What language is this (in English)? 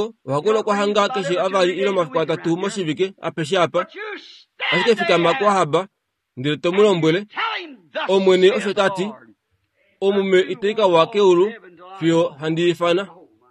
Kuanyama